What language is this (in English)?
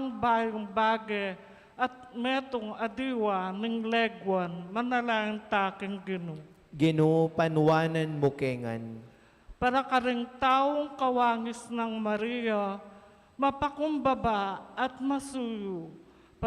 Pampanga